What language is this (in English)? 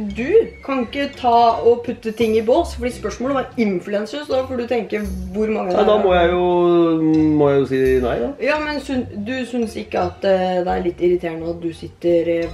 Norwegian